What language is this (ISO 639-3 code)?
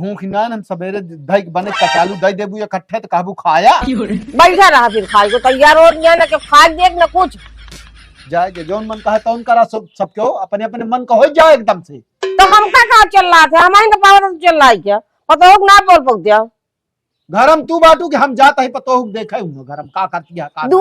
awa